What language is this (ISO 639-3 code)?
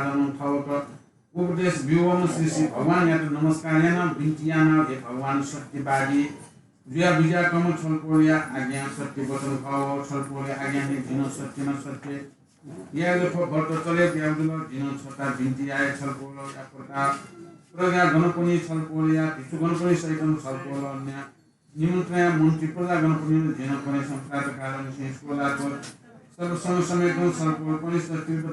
new